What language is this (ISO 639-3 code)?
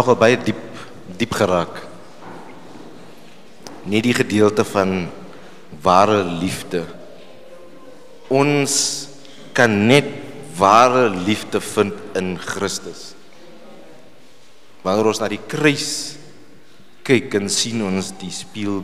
afr